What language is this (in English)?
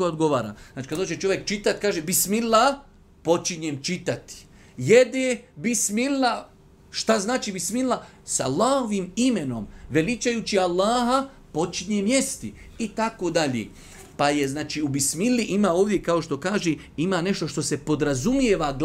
Bosnian